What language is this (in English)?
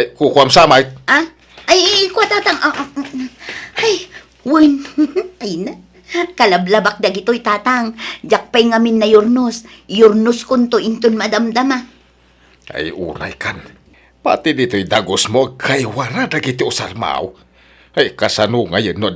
Iloko